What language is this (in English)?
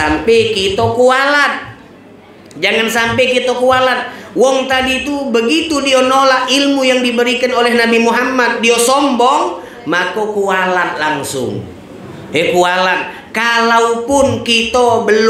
Indonesian